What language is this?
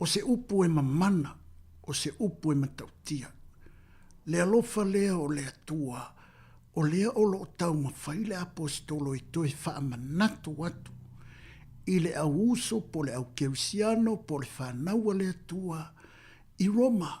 Samoan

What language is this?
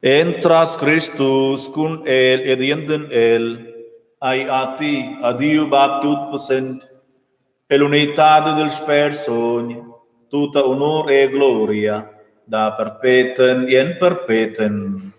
Romansh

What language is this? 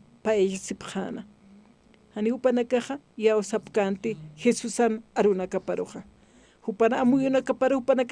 Aymara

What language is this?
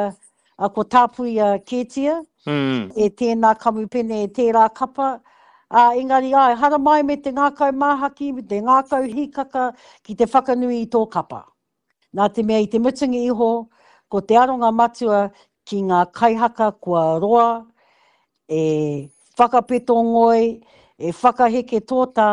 Māori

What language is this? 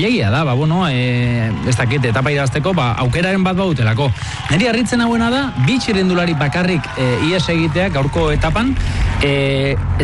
Basque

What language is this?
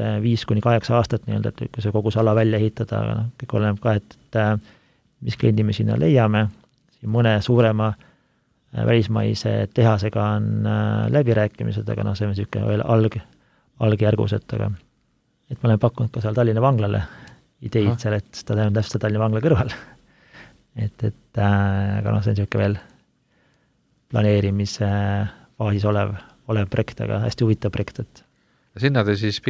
Estonian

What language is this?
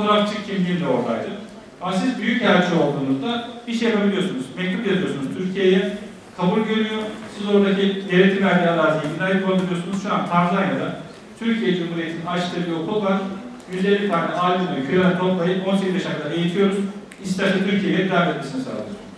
Turkish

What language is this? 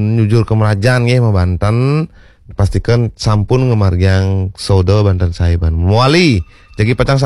Balinese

